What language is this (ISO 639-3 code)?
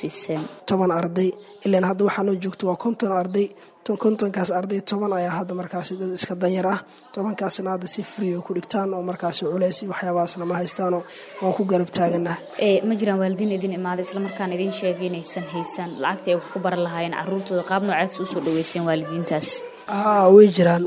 som